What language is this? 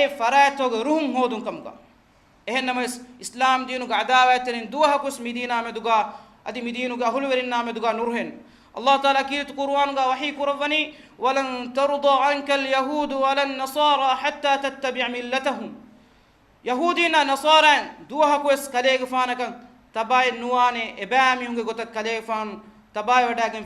Divehi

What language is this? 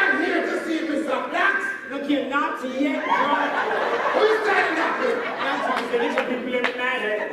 Jamaican Creole English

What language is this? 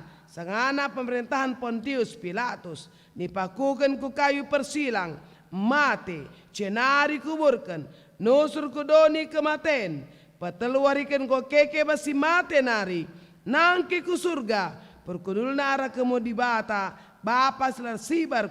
Batak Karo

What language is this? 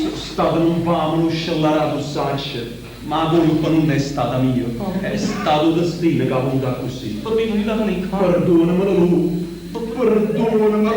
Neapolitan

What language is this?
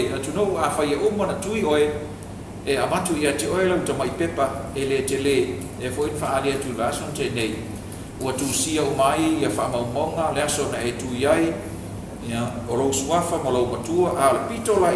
Samoan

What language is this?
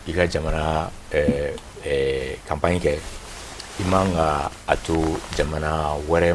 Bambara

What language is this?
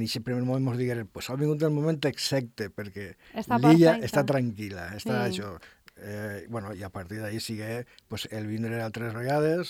Catalan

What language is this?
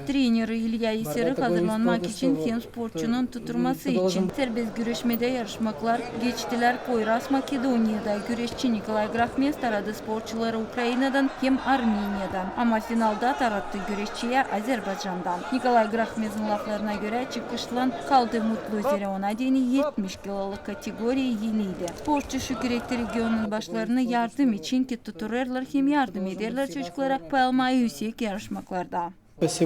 Gagauz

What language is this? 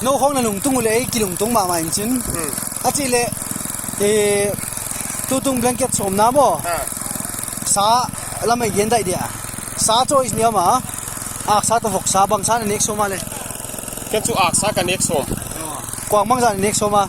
Tedim Chin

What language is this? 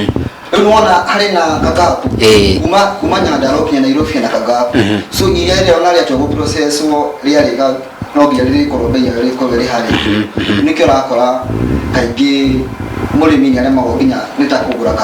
Kikuyu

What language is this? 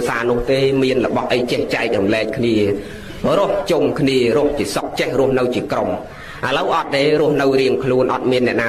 Khmer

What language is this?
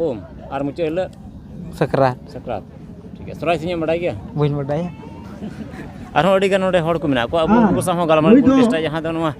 Santali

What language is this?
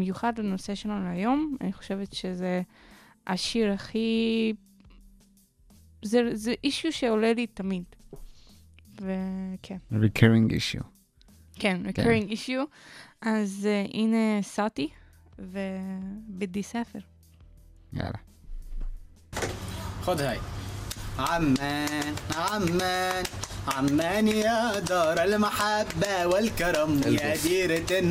Hebrew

